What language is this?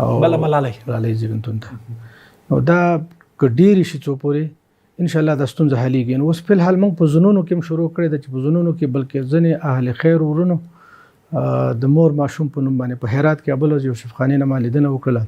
Pashto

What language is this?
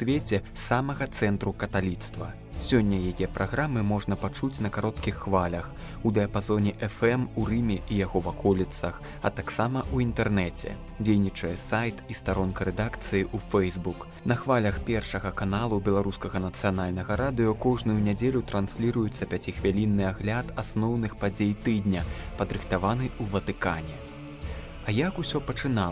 Belarusian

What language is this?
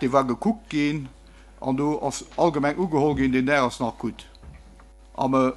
Luxembourgish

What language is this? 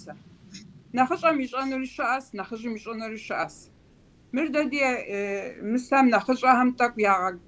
Kabardian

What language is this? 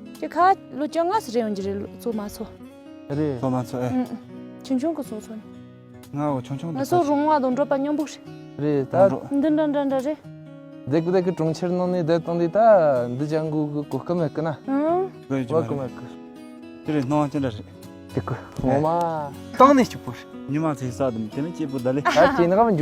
Tibetan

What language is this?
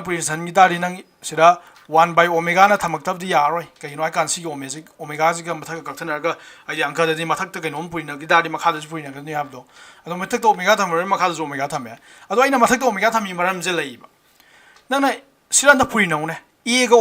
Manipuri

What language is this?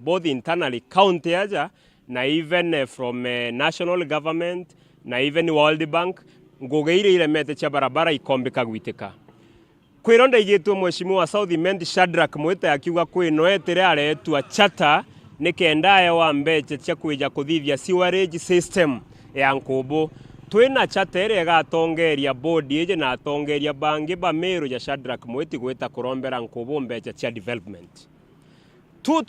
Meru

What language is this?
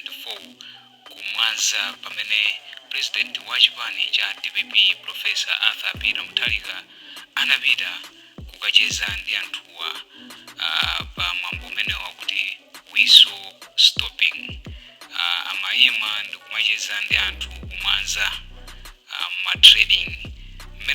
Nyanja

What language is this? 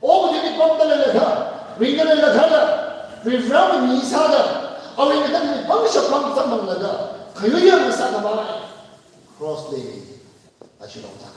Tangkhul Naga (India)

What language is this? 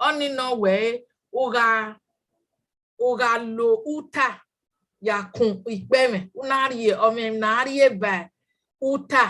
Bini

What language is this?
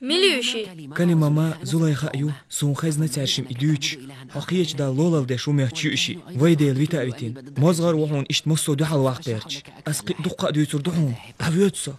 Chechen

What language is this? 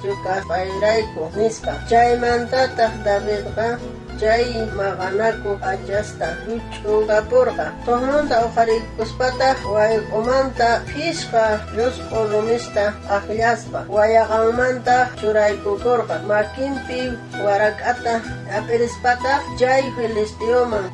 South Bolivian Quechua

